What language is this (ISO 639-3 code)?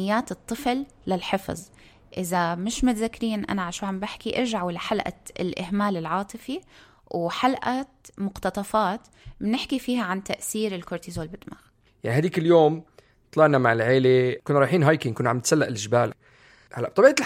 apc